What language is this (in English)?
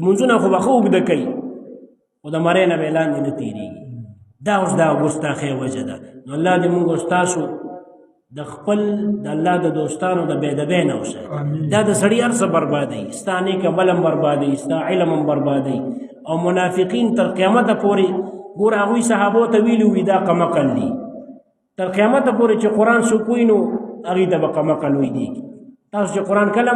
Pashto